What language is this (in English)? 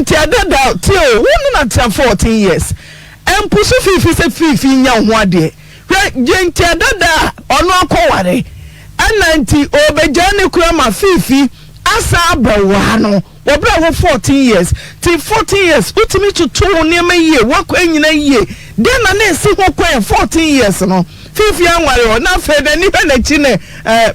Akan